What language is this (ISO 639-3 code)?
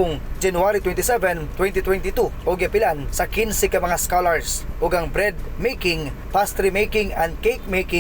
ceb